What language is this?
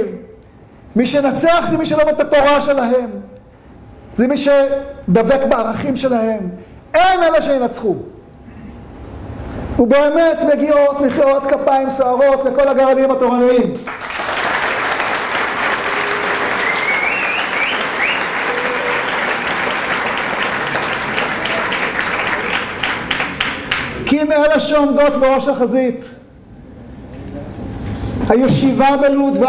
Hebrew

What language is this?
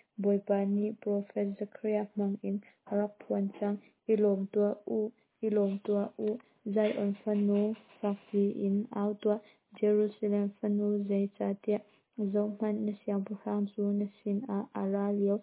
Hakha Chin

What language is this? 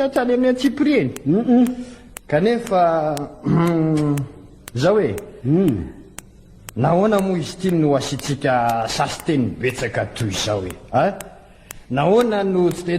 Malagasy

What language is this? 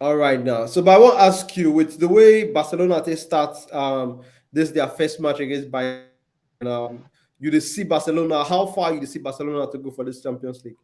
Nigerian Pidgin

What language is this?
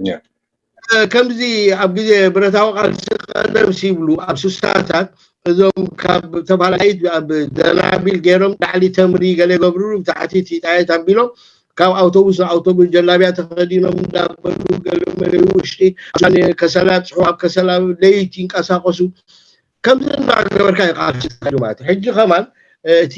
Tigrinya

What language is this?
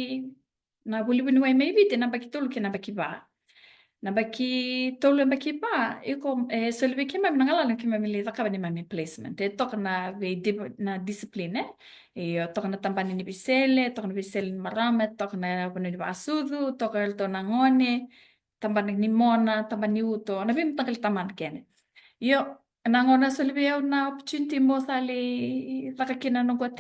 Fijian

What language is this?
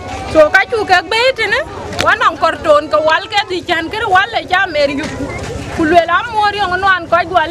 Dinka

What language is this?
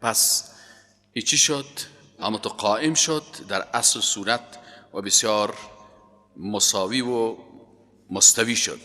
Persian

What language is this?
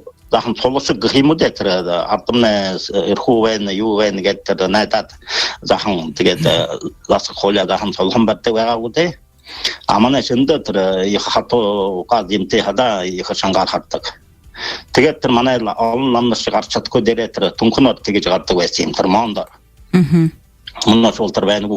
Buriat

